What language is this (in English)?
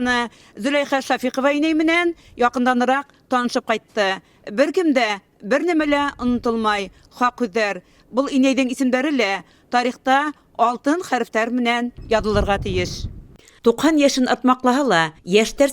Bashkir